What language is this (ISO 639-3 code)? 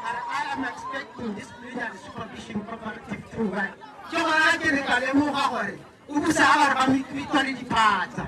tsn